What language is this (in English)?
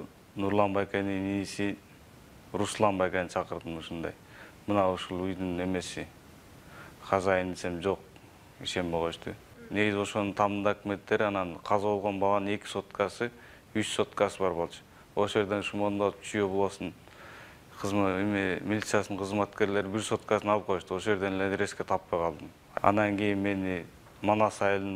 Kyrgyz